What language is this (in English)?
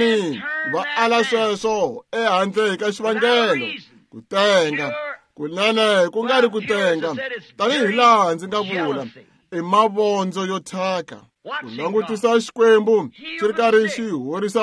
Tsonga